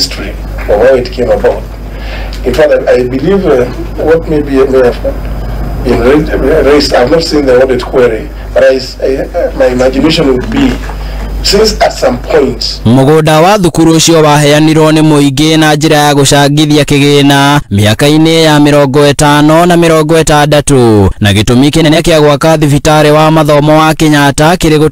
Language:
Kikuyu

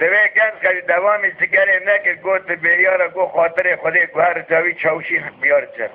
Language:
Kurdish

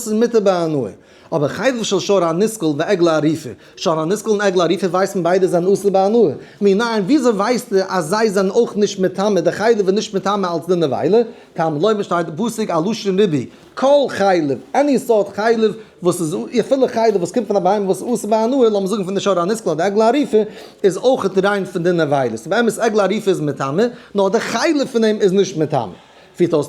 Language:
Yiddish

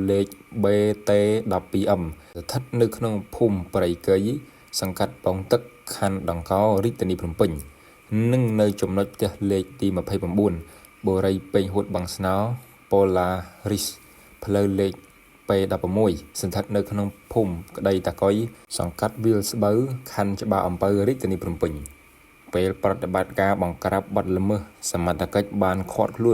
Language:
Khmer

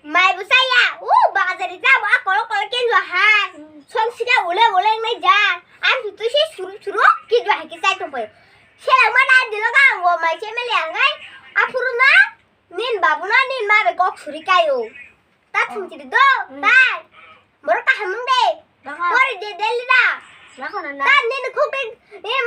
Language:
Kok Borok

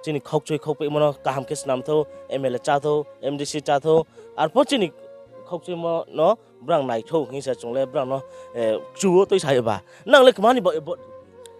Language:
Riang (India)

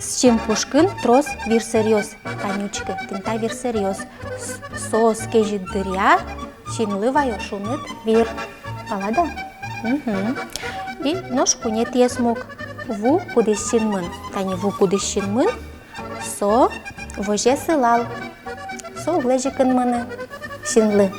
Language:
Udmurt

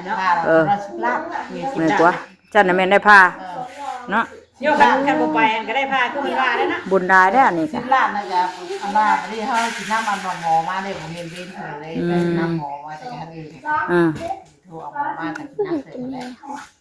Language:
Northeastern Thai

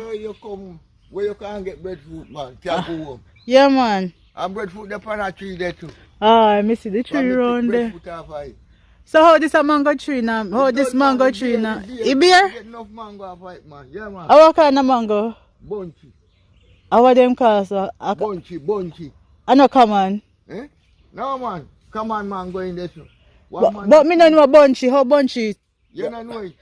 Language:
Jamaican Creole English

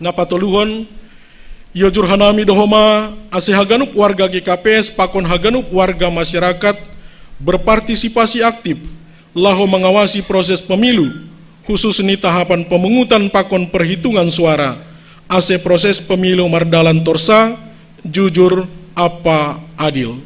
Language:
Batak Simalungun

